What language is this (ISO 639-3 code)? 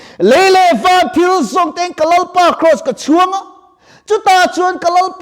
lus